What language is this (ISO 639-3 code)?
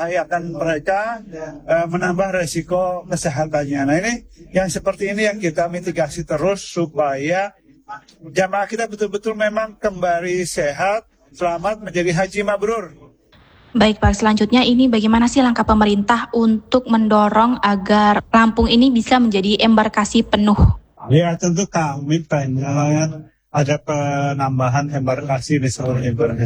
ind